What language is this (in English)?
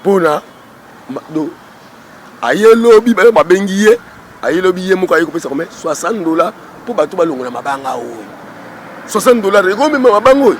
Lingala